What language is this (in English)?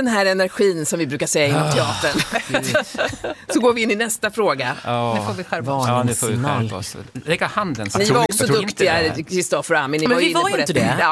Swedish